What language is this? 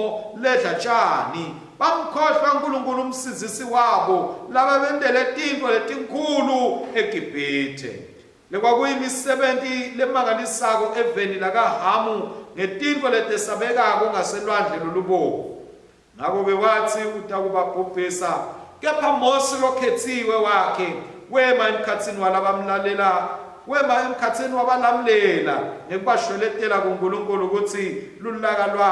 Swati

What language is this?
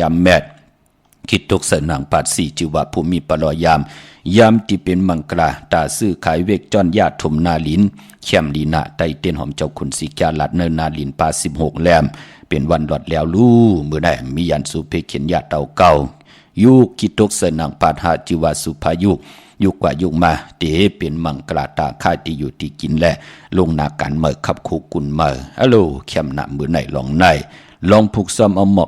Shan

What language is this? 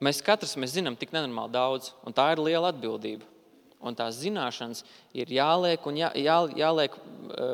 Latvian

